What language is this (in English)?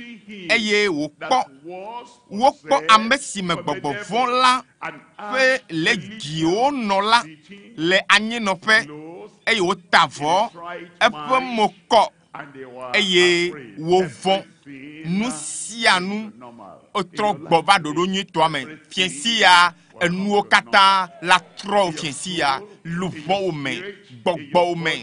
Ewe